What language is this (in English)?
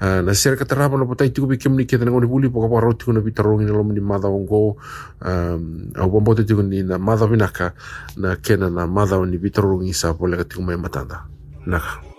Fijian